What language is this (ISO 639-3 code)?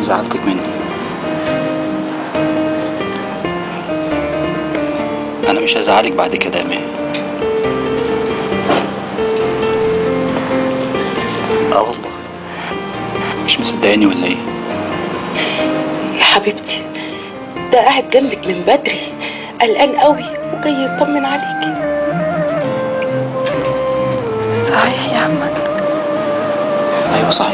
arz